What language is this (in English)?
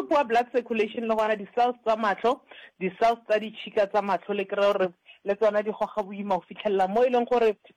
Northern Sotho